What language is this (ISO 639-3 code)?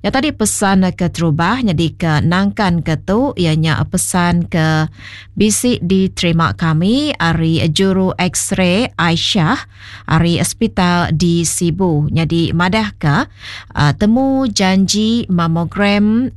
iba